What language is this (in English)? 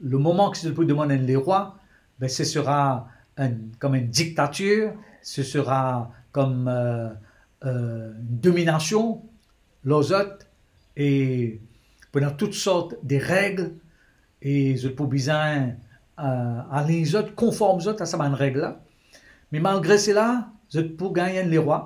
Morisyen